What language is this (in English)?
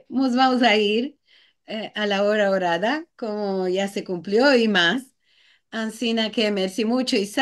Ladino